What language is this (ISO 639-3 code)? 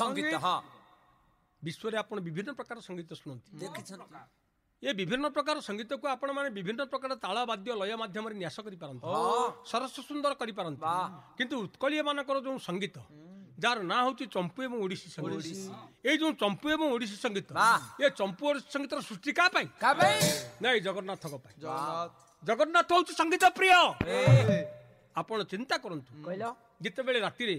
ori